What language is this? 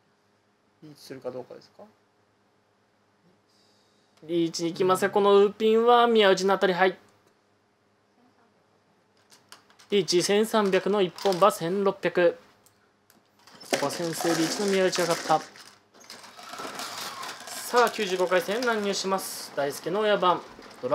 Japanese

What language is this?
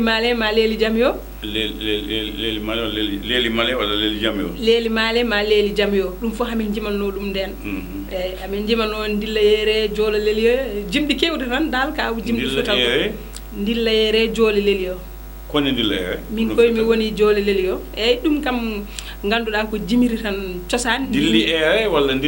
Fula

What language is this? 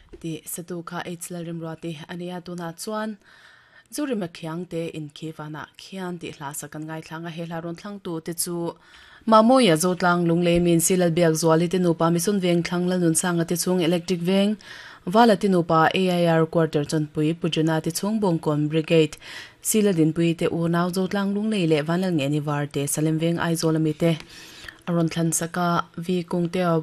Mizo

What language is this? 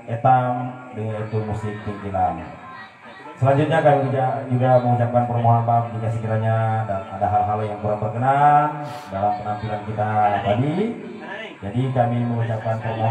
Indonesian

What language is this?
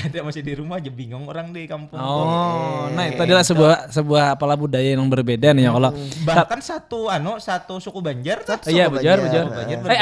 Banjar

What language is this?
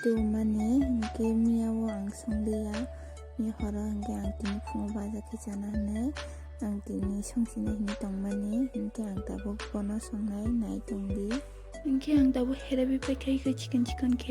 Kok Borok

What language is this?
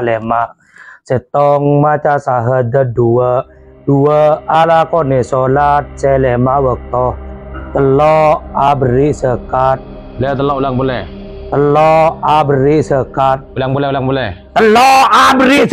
Madurese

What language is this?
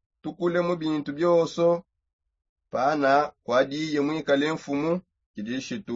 Songe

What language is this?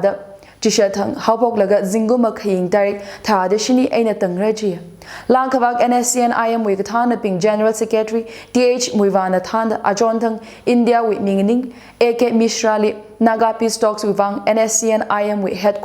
Tangkhul Naga (India)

